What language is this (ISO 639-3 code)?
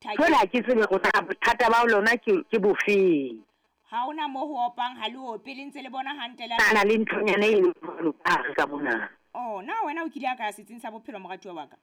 sot